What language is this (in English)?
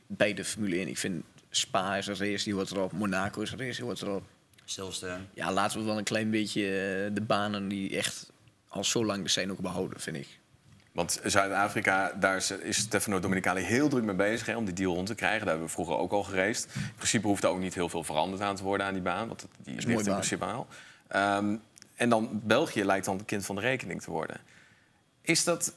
Dutch